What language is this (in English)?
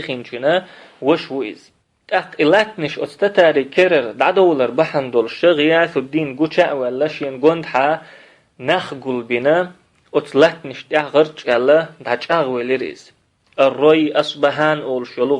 Chechen